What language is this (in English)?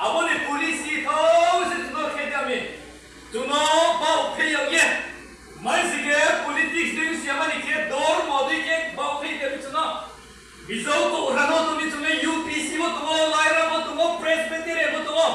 Riang (India)